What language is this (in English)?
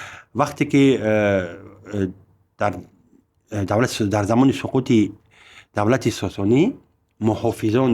Tajik